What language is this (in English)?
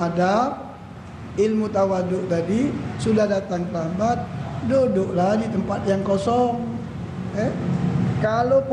Musi